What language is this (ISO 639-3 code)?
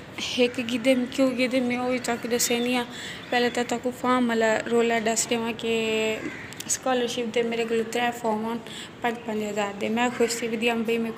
skr